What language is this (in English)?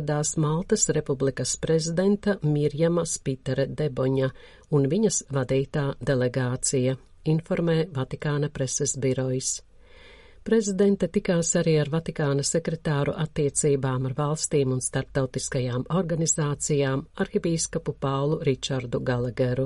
Latvian